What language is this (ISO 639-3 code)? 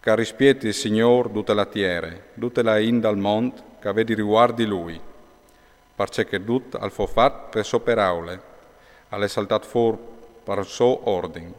fur